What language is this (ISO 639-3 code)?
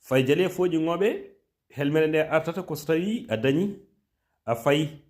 ful